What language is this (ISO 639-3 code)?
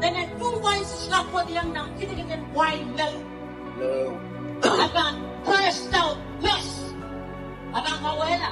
pon